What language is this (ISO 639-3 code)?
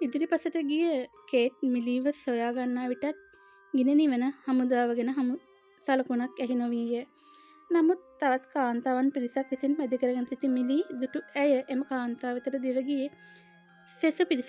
sin